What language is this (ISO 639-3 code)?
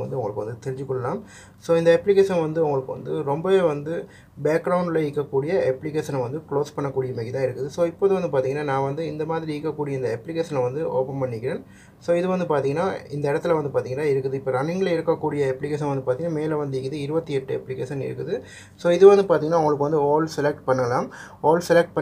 tam